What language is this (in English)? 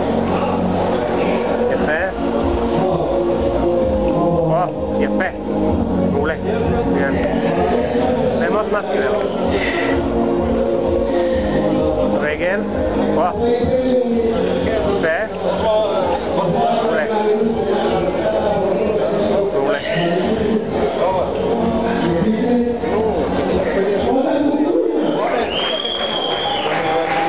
Hebrew